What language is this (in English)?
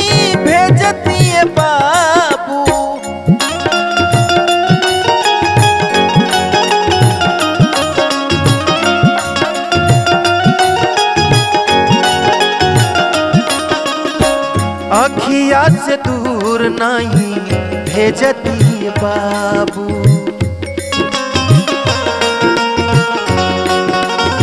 Bhojpuri